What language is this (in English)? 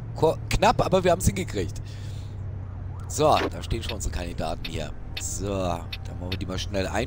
German